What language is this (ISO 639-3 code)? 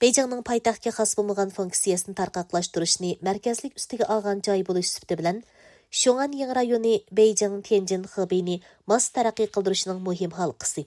uig